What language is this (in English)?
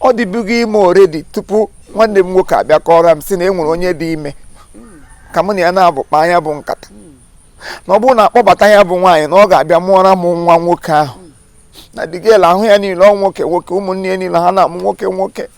Igbo